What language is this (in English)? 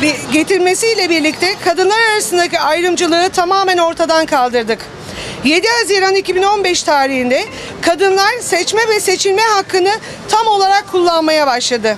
Turkish